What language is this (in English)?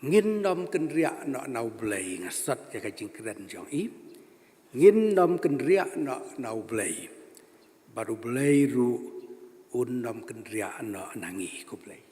Khasi